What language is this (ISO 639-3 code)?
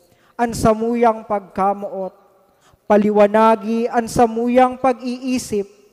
bik